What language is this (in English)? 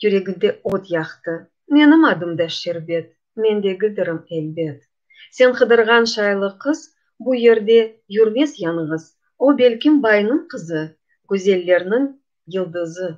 Crimean Tatar